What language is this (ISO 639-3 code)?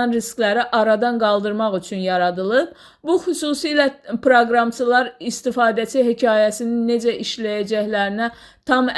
aze